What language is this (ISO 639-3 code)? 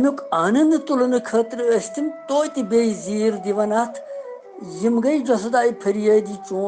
kas